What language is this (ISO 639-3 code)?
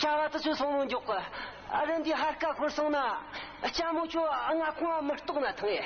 bod